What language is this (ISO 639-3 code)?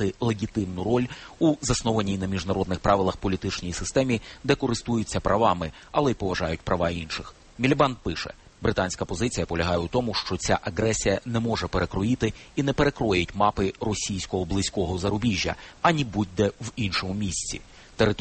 ukr